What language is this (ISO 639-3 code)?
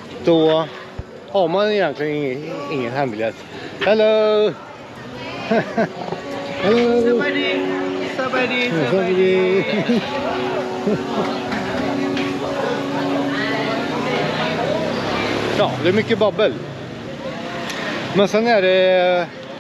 swe